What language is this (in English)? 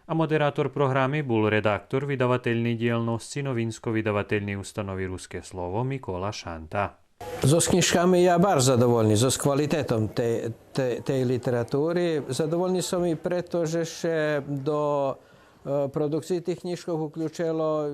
Rusyn